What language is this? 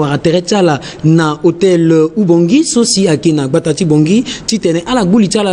Sango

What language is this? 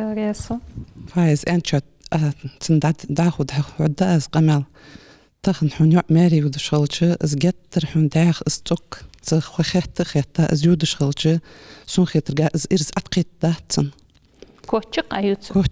Ingush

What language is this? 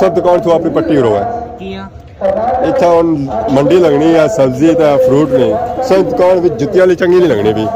Pahari-Potwari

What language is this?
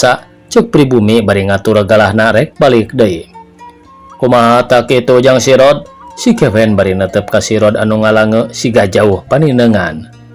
Sundanese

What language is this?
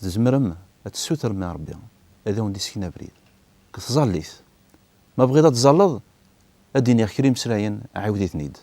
Kabyle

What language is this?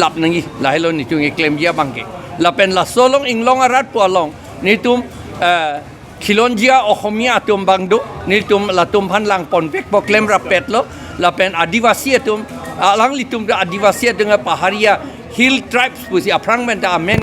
Karbi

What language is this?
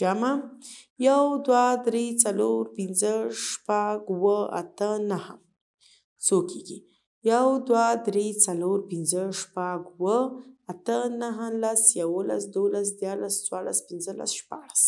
Pashto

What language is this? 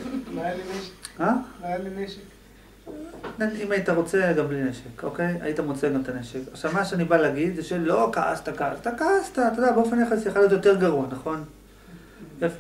Hebrew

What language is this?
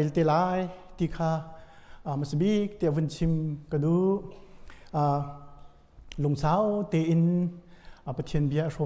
Hakha Chin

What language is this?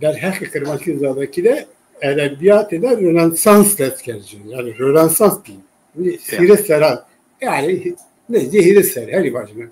Zaza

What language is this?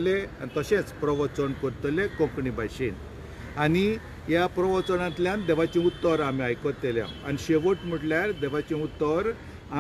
Konkani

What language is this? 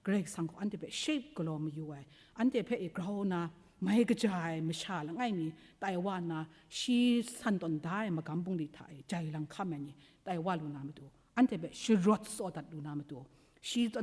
Kachin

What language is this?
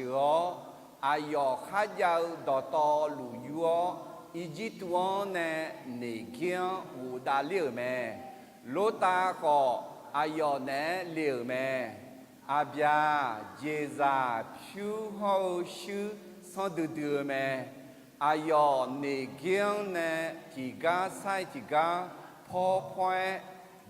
Akha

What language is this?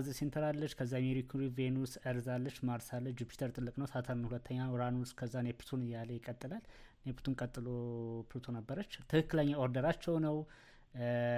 Amharic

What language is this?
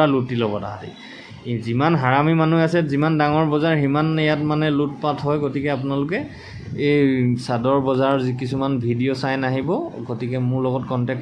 Assamese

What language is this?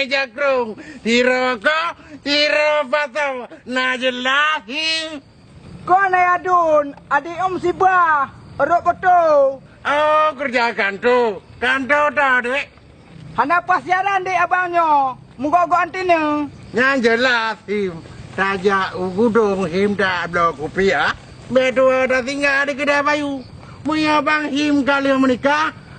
Achinese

